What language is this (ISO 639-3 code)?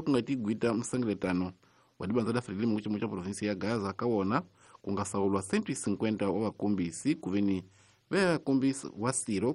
tso